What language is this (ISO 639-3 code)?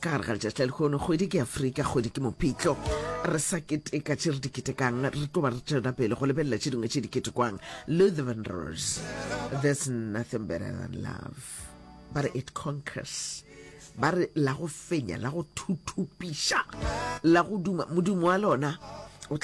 nso